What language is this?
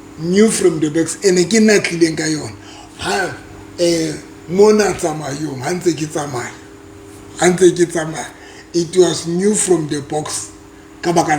Southern Sotho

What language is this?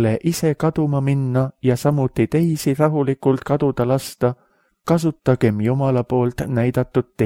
Estonian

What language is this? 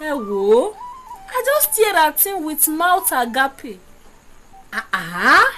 Yoruba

